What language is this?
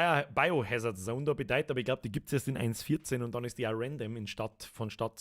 Bavarian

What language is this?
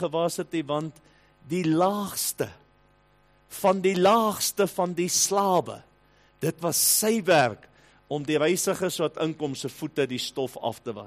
Afrikaans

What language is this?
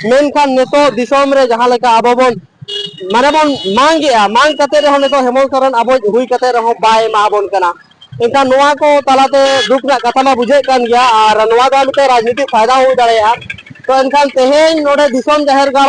Santali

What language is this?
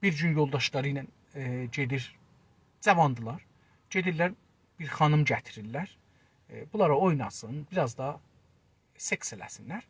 South Azerbaijani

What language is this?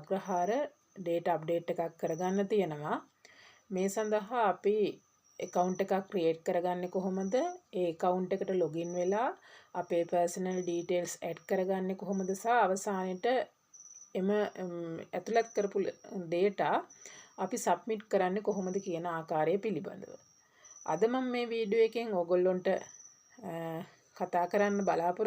Sinhala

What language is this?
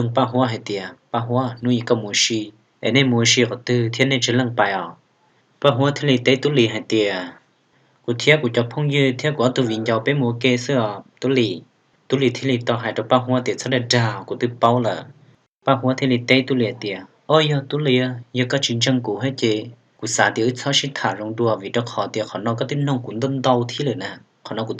Hmong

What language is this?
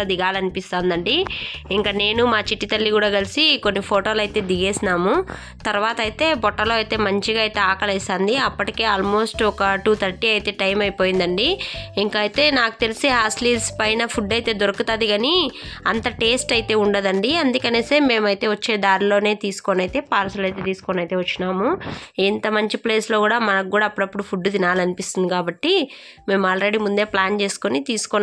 Telugu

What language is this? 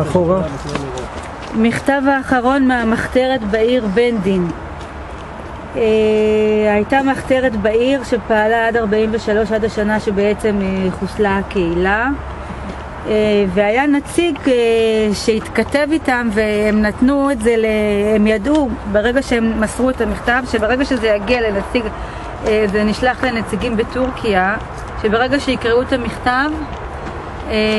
Hebrew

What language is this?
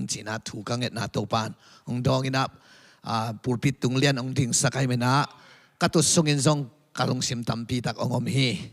Tedim Chin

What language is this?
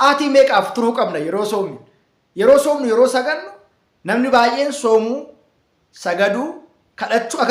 Oromo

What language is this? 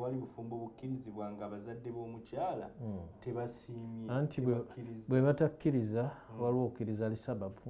Ganda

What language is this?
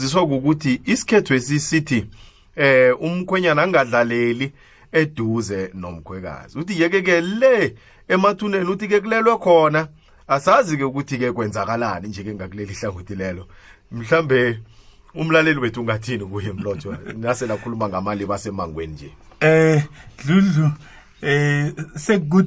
South Ndebele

